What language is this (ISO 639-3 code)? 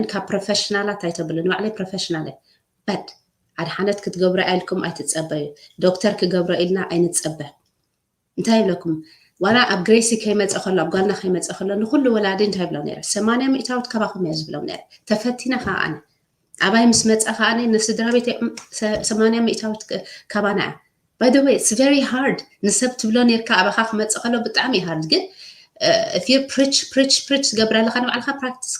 tir